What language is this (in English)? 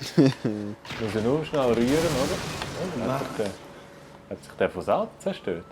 Swiss German